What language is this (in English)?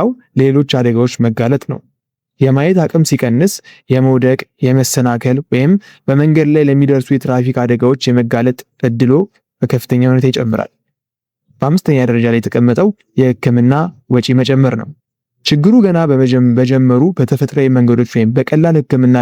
Amharic